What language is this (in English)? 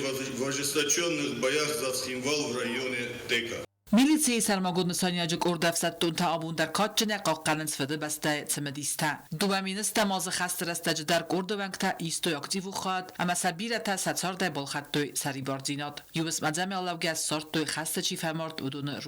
Ossetic